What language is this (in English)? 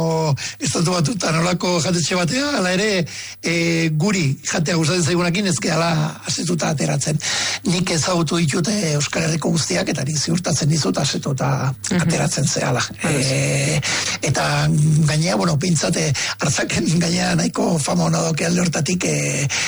Basque